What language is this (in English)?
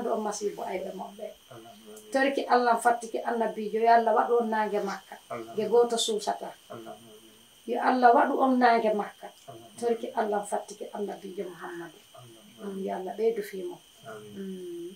Fula